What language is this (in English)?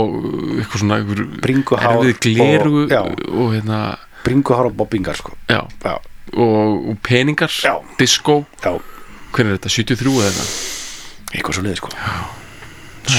Icelandic